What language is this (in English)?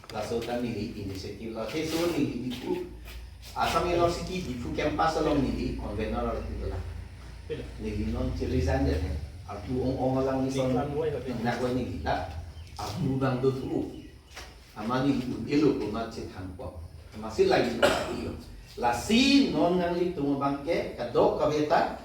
Karbi